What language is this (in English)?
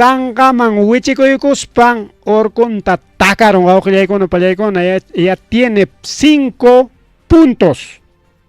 Ayacucho Quechua